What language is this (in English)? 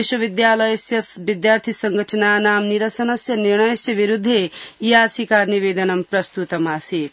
Sanskrit